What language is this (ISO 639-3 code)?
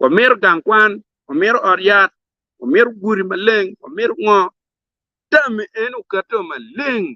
ach